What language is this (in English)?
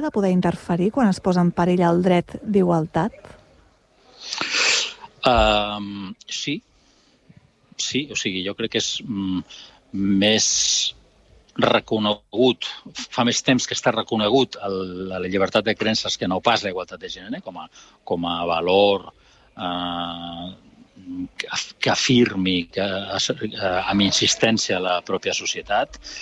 Catalan